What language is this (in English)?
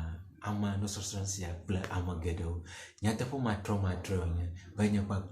Ewe